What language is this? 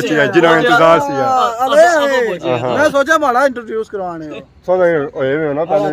Pahari-Potwari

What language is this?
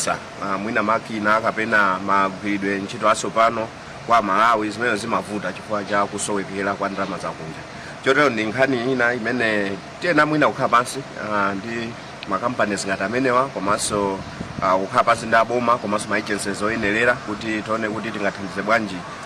Nyanja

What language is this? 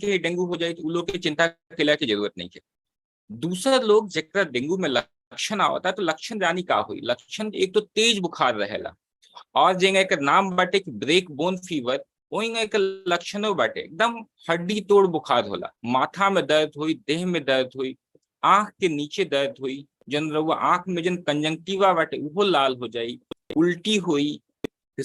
Bhojpuri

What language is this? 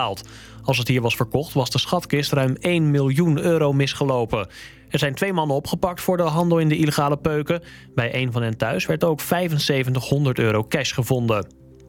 Dutch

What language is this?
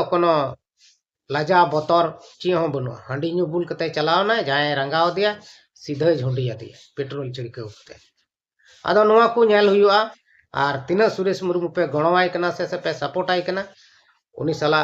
Santali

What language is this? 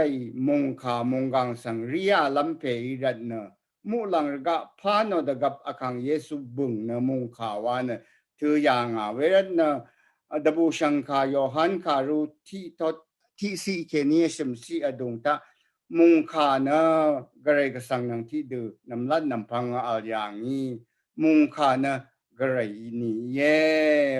Rawang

